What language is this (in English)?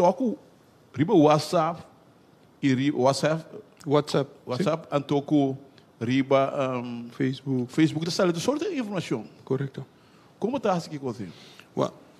Papiamento